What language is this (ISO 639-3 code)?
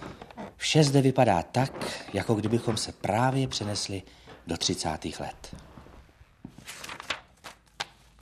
ces